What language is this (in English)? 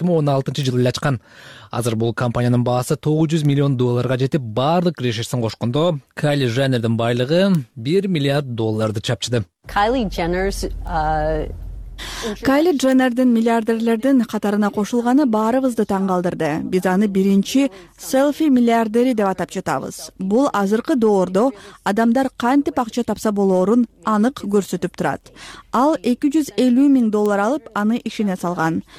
Kyrgyz